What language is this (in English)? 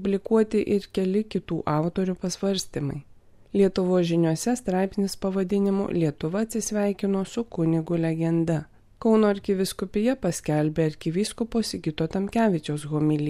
Lithuanian